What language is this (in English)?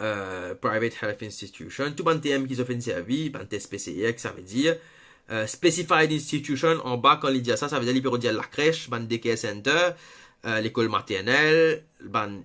Morisyen